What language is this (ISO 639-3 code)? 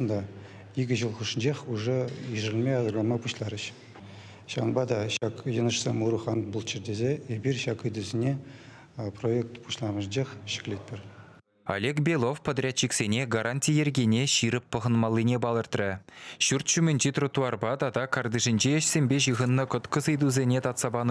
chv